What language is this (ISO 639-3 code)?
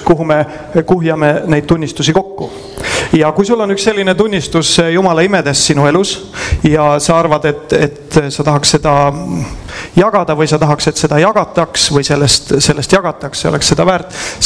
est